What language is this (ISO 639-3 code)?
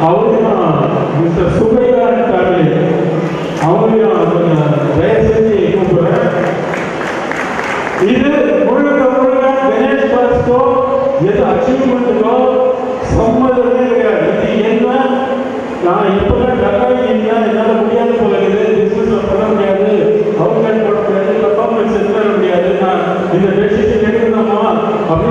tam